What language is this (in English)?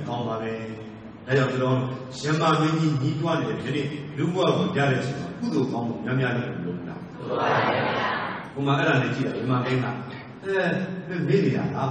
Burmese